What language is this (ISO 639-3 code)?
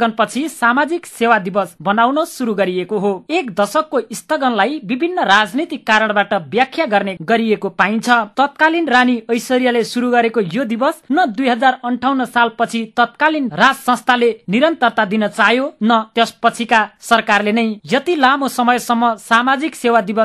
nep